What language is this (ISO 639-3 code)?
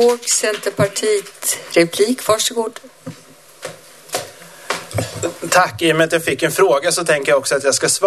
swe